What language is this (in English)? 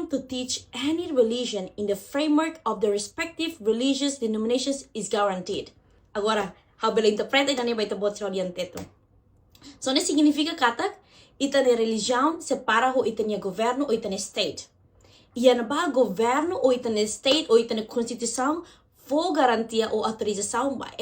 Tetum